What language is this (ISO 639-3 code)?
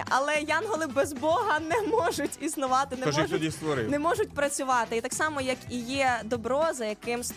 ukr